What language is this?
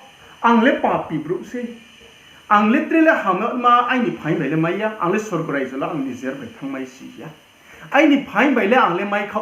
Riang (India)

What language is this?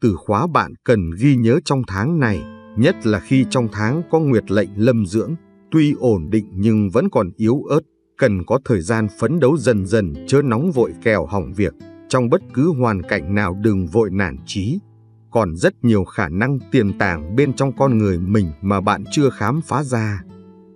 Vietnamese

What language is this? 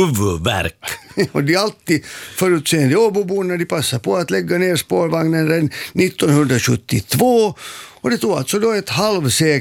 Swedish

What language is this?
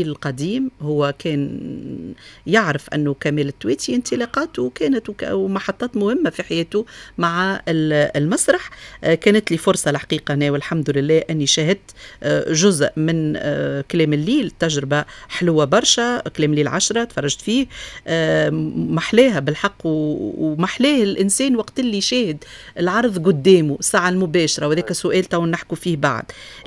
Tunisian Arabic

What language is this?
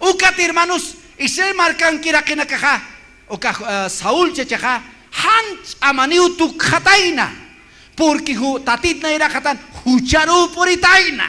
Aymara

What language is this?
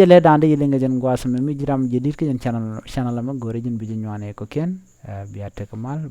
Nuer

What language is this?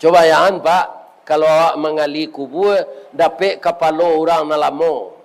Minangkabau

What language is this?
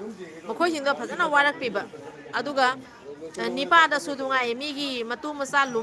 Manipuri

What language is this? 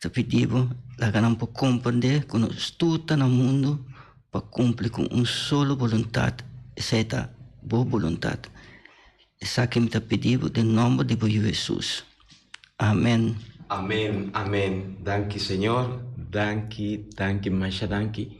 Papiamento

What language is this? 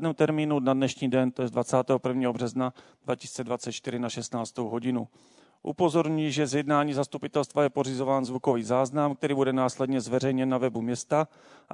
Czech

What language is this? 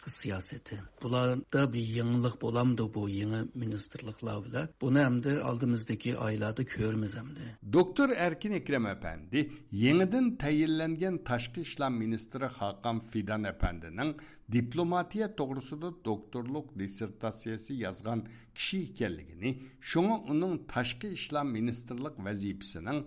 Uyghur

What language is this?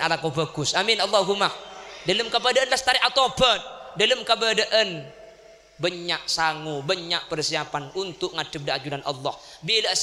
Madurese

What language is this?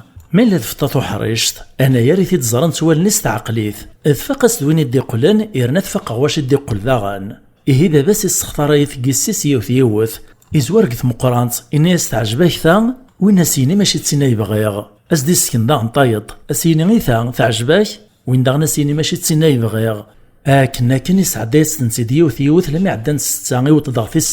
Kabyle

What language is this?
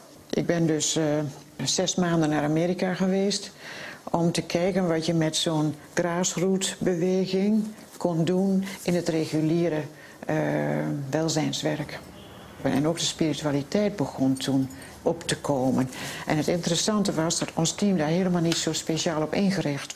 Dutch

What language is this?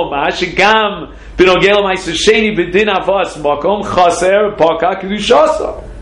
Hebrew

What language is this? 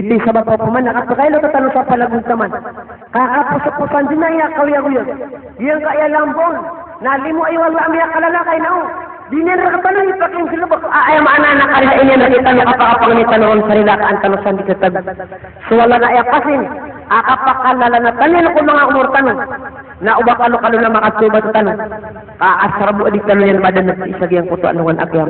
Maranao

